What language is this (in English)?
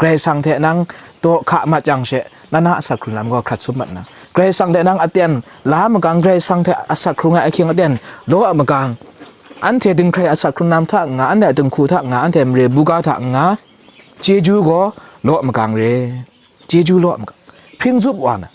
Kachin